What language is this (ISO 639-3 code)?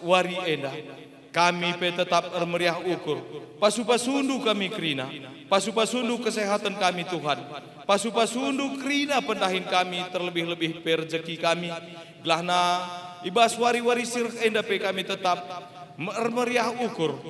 btx